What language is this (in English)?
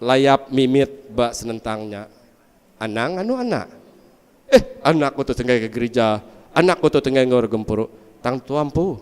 Iban